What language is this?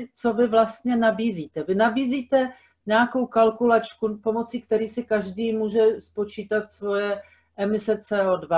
Czech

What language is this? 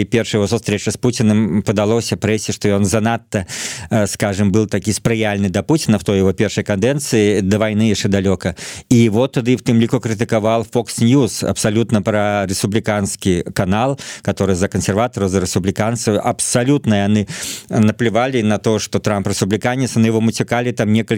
Belarusian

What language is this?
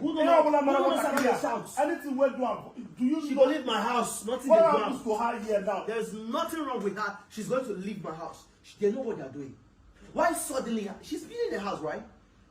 Nigerian Pidgin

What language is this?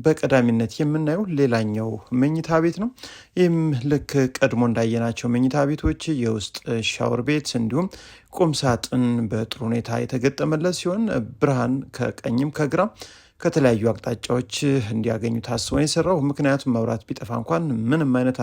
Amharic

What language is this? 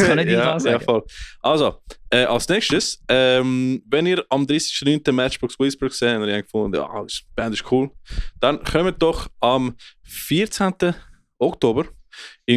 Swiss German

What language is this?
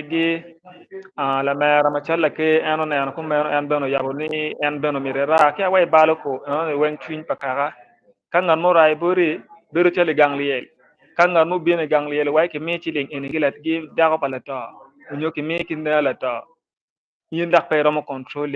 Acoli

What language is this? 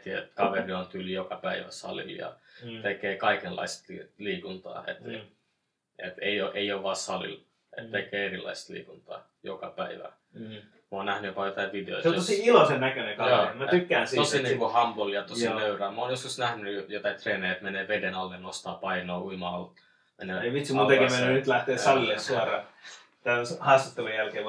Finnish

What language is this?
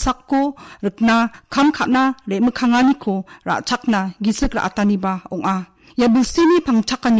Garo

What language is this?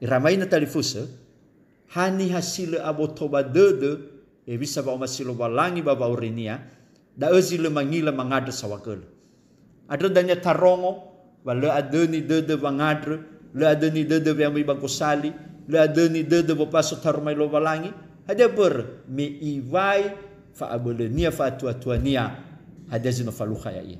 Nias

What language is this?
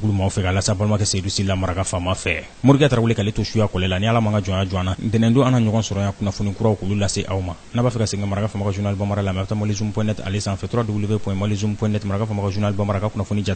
Bambara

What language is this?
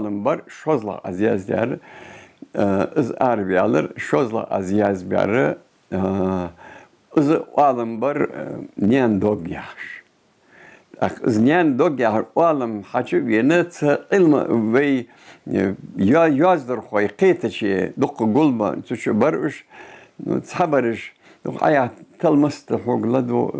Ingush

